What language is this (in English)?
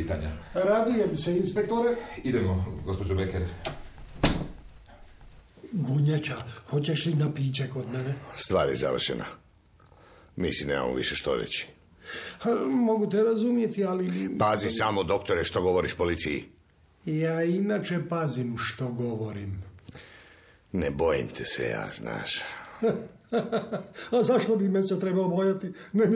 Croatian